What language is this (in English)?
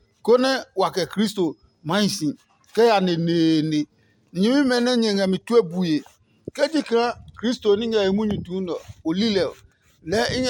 Adangme